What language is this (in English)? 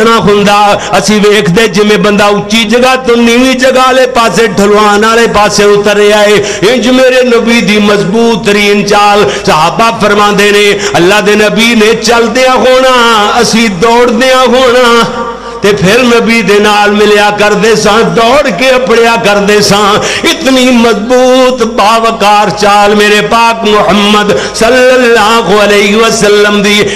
Western Panjabi